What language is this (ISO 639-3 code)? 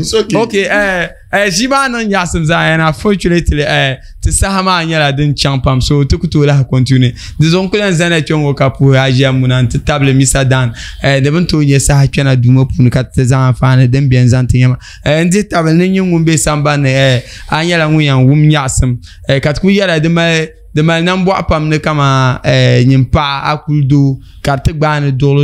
dag